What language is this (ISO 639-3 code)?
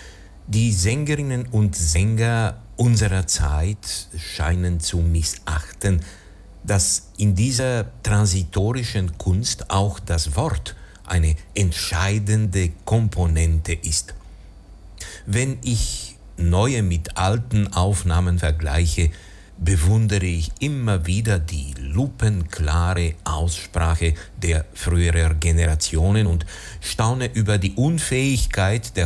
deu